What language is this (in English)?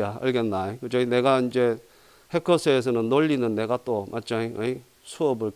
Korean